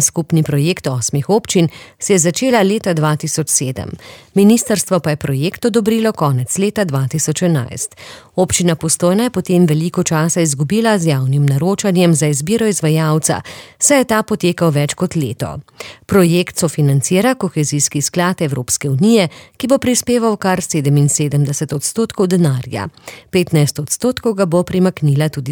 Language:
Slovenian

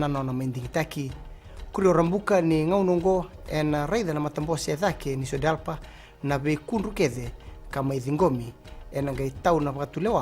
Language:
Fijian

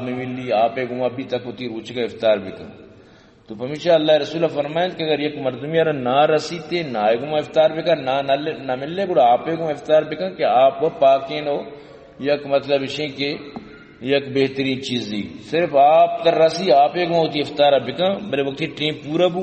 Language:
Baluchi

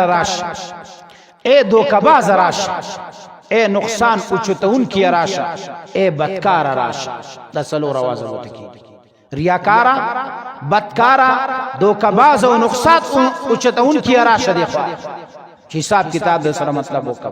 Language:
Pashto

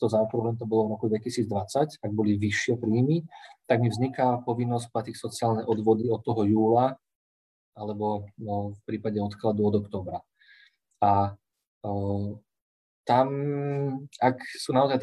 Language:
Slovak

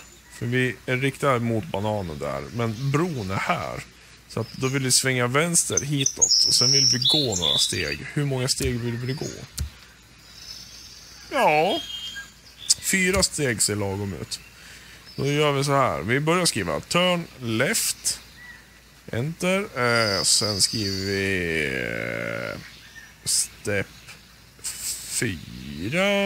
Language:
Swedish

